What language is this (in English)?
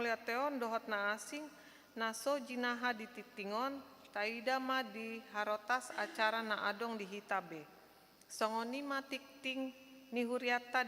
Batak Toba